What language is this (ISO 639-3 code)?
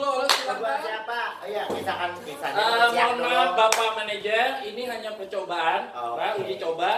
bjn